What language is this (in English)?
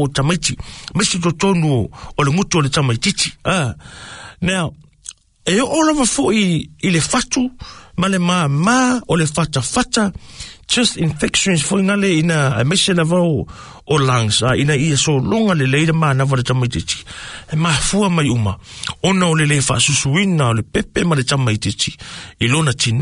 Samoan